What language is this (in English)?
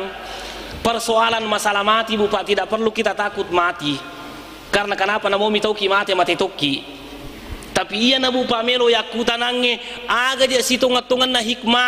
Buginese